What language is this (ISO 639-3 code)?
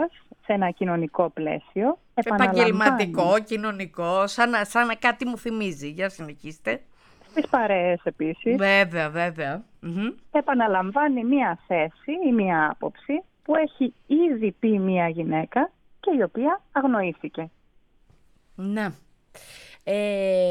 ell